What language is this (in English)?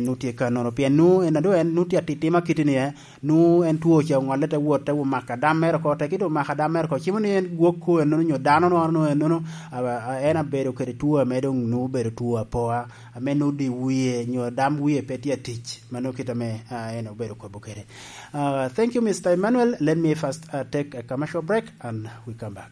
Lango (Uganda)